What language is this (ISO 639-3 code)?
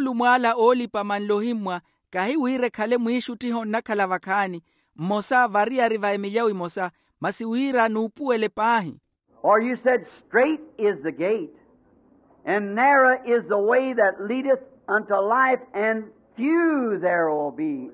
vmw